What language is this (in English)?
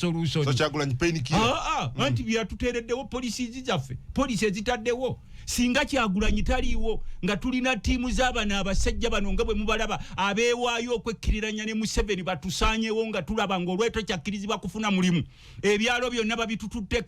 Ganda